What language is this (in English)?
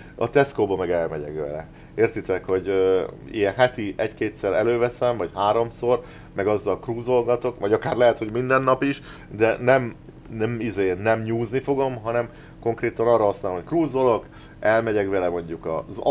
Hungarian